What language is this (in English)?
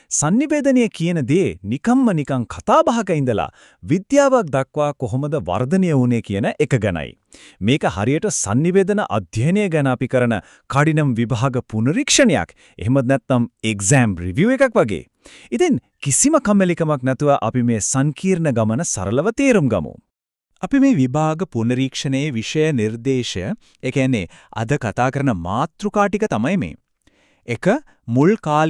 Sinhala